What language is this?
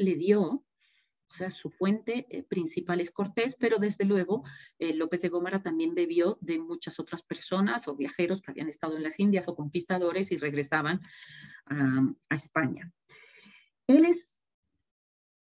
Spanish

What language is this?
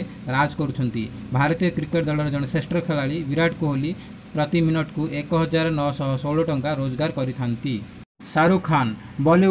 Odia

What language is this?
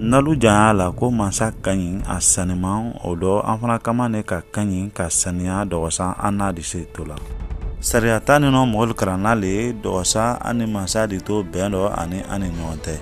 Mandingo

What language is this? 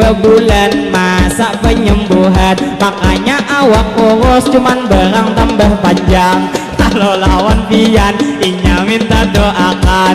Banjar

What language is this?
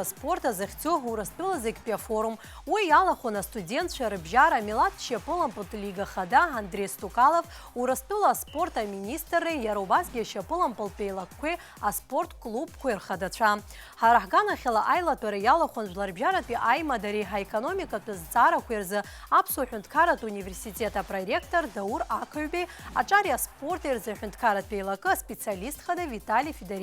Abkhazian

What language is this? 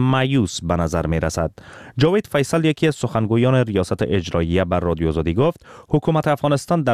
Persian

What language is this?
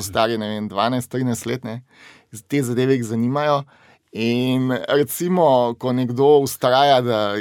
Slovenian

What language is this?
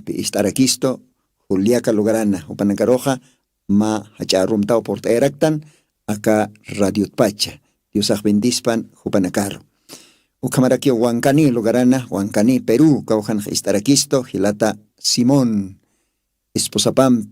Aymara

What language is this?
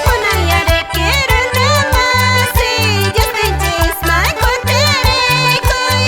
Quechua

